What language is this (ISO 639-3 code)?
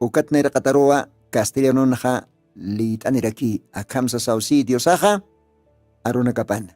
aym